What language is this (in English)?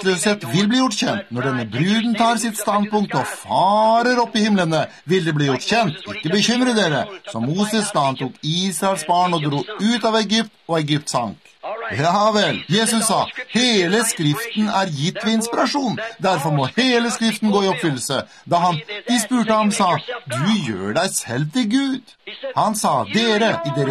Norwegian